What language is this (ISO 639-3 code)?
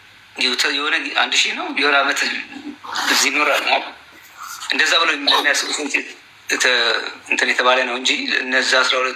amh